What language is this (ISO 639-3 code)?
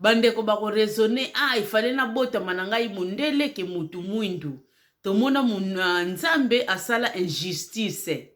lin